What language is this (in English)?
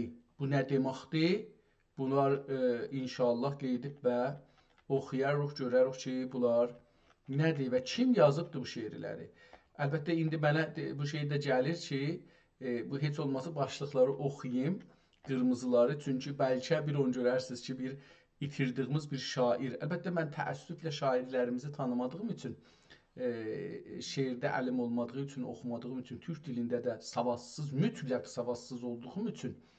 South Azerbaijani